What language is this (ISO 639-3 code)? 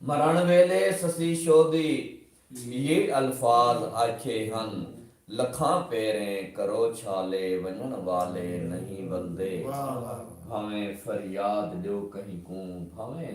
skr